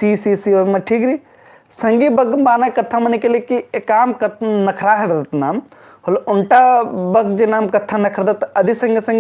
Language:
Kurukh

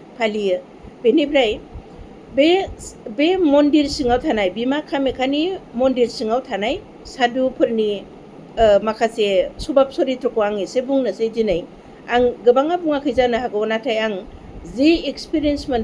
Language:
Bodo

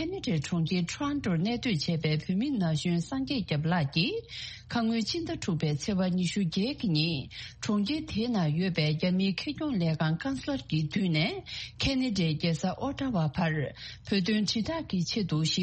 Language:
Tibetan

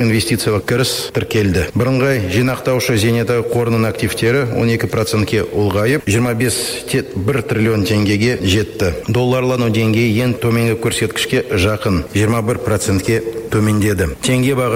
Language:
Kazakh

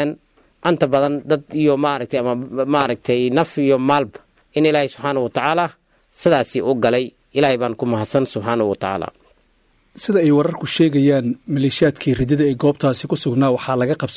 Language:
Somali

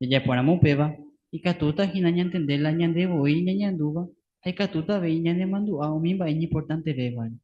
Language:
Guarani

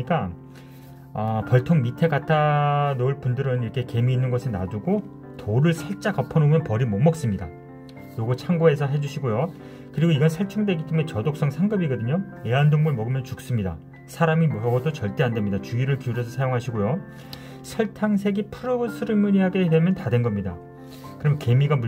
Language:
Korean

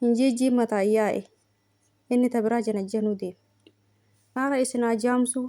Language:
Oromo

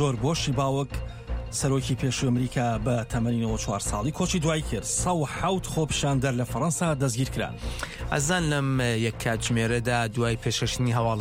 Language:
Central Kurdish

